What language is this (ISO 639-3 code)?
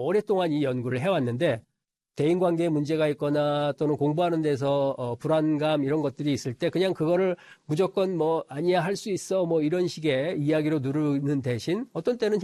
kor